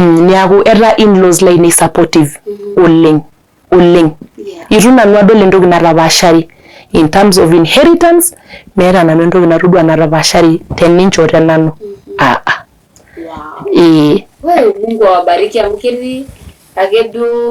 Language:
Masai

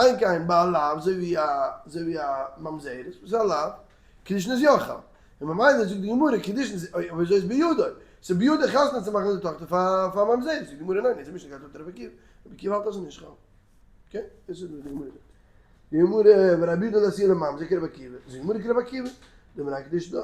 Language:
Yiddish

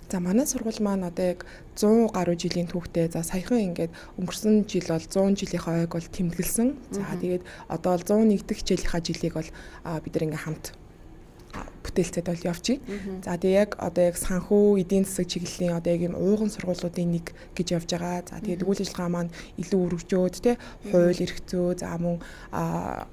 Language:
Mongolian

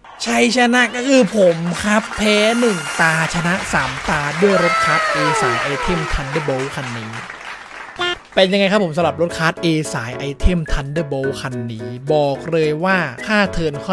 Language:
Thai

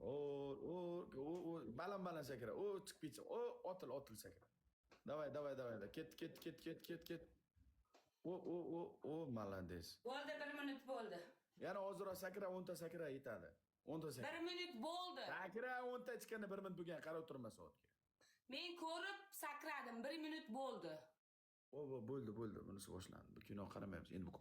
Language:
Uzbek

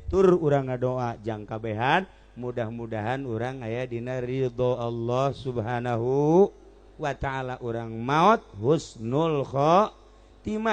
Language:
Sundanese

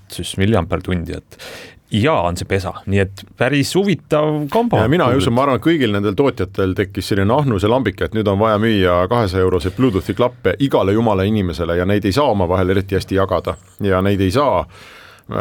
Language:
Estonian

